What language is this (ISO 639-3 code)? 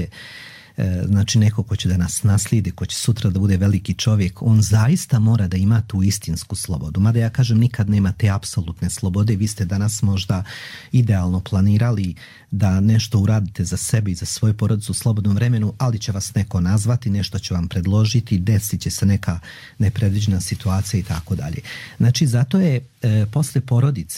hrv